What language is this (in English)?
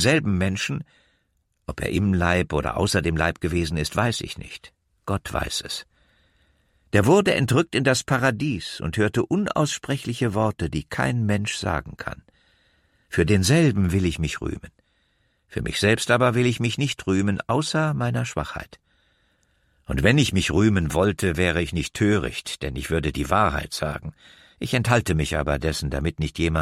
German